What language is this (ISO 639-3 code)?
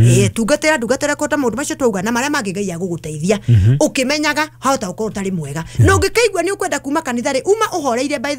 kik